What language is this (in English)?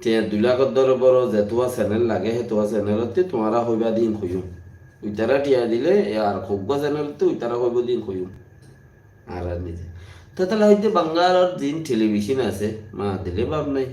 Rohingya